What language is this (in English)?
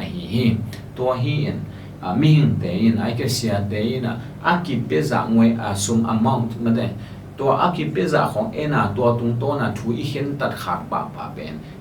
Tedim Chin